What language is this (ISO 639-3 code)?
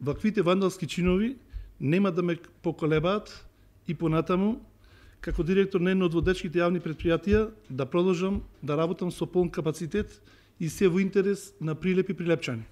mkd